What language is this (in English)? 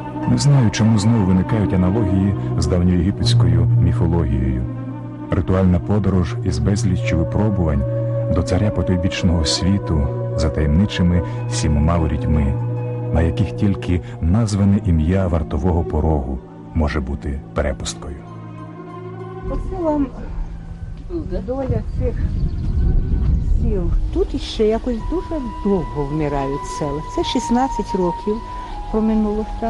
Ukrainian